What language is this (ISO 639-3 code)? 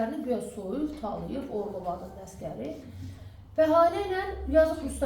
aze